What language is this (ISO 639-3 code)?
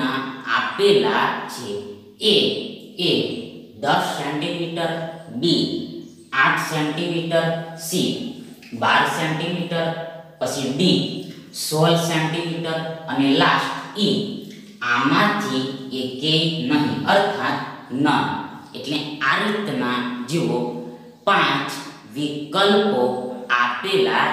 guj